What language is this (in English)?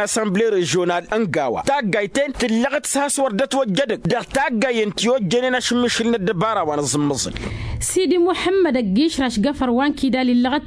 Tamasheq